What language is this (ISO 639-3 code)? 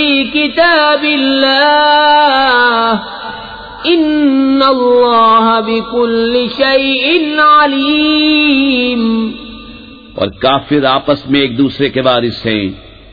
urd